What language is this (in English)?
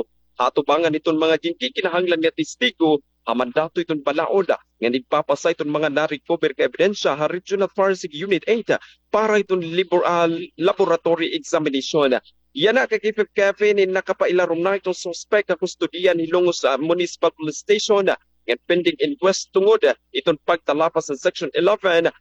Waray